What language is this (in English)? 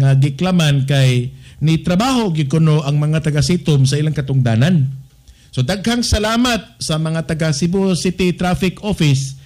Cebuano